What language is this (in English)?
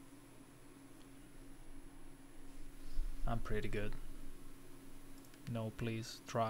English